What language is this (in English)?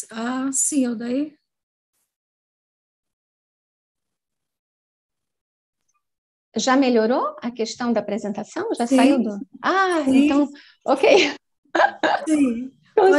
Portuguese